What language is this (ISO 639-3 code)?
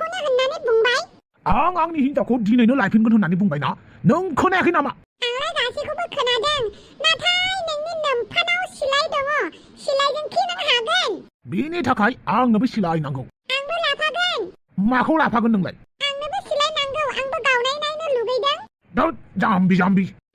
brx